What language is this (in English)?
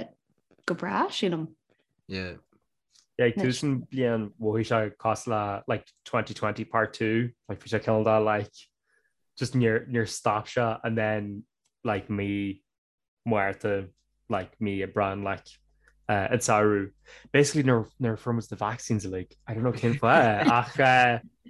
Irish